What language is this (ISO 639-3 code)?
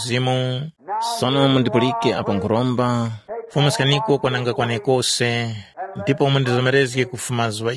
tum